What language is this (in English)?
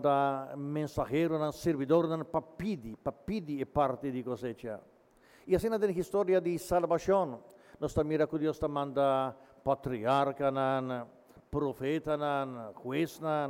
Papiamento